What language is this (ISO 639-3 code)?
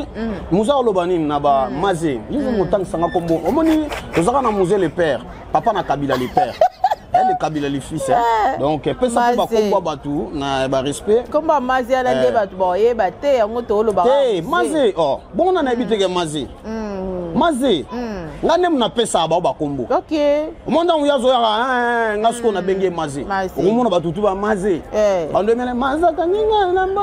lin